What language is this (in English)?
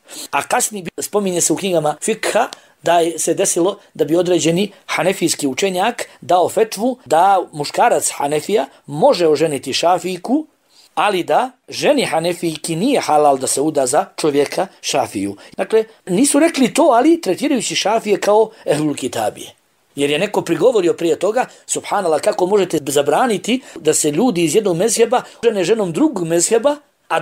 Bosnian